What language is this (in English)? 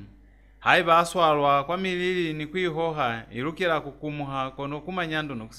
Lozi